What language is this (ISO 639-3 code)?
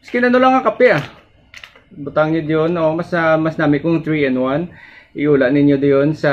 hil